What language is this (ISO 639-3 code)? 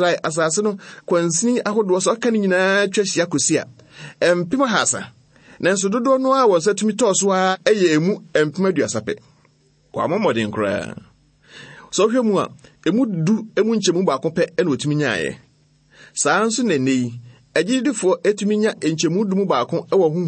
aka